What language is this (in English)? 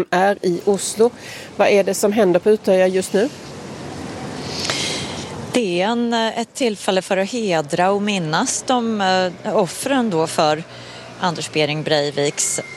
Swedish